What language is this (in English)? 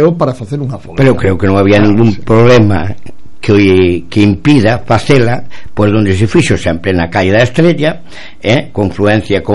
Galician